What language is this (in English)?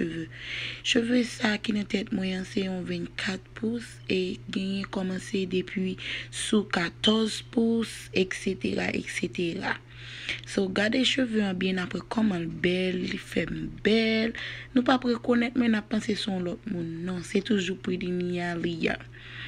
Haitian Creole